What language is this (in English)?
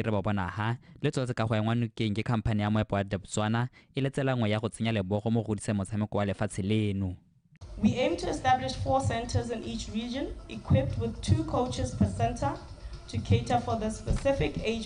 Tswana